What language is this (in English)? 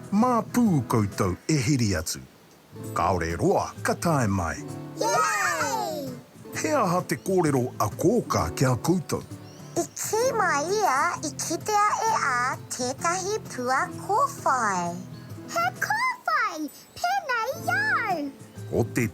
Māori